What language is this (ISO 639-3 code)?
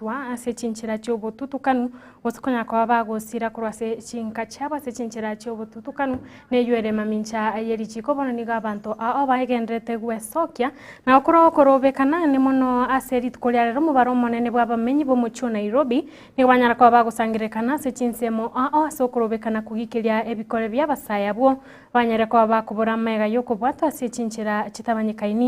guz